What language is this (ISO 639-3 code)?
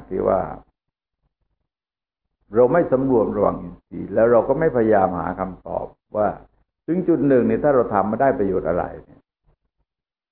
tha